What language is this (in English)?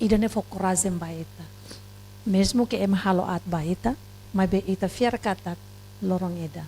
Tetum